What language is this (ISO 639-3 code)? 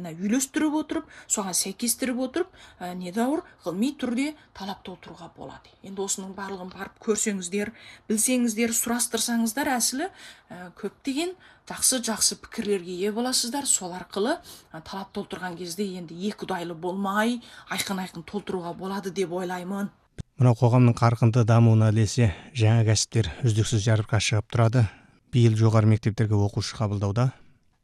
kaz